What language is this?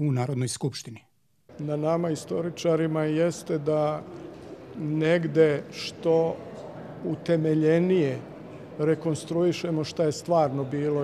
Serbian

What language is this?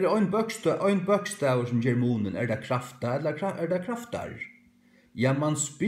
Faroese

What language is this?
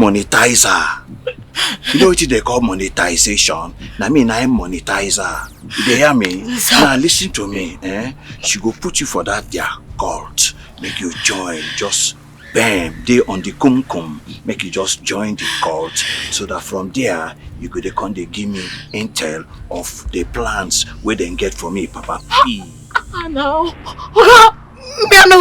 Nigerian Pidgin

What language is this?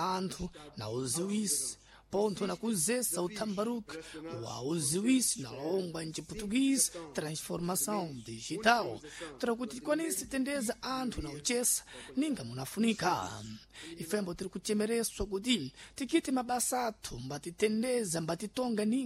Sena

